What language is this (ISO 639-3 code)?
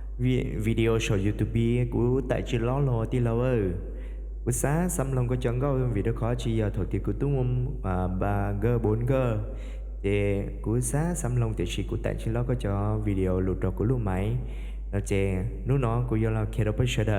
hmn